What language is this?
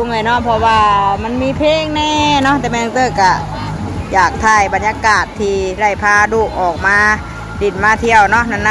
Northeastern Thai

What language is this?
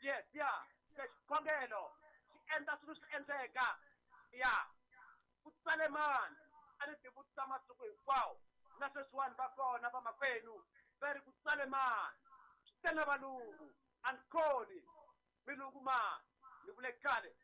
Tsonga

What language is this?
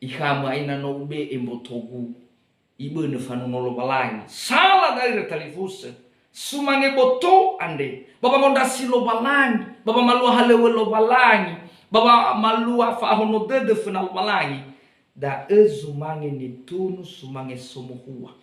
Nias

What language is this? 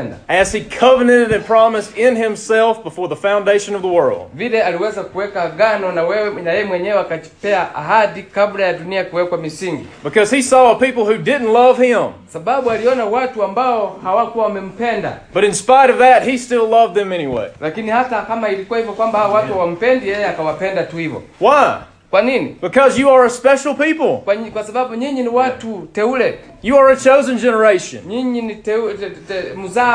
Swahili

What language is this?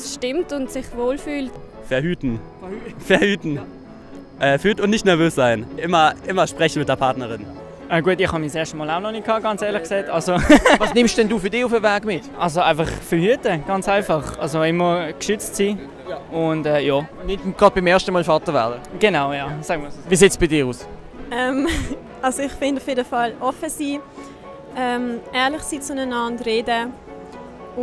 Swiss German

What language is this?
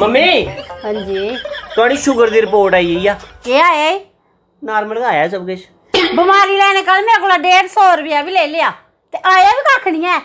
Dogri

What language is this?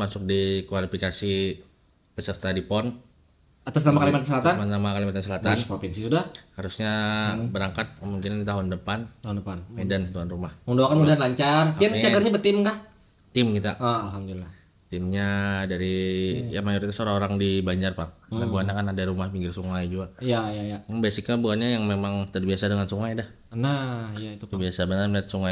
Banjar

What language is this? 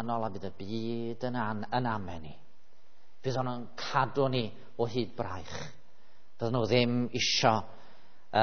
Welsh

